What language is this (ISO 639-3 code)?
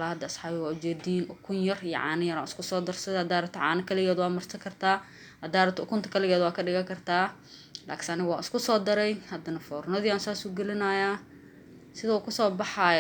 som